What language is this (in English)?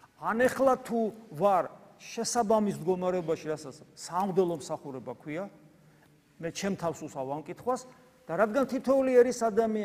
Georgian